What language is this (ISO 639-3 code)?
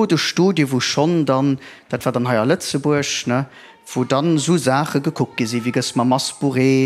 ltz